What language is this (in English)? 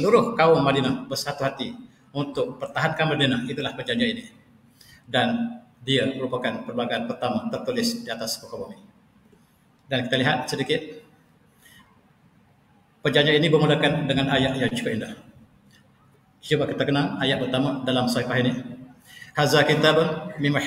Malay